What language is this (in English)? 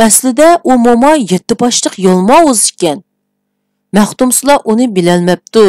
Uyghur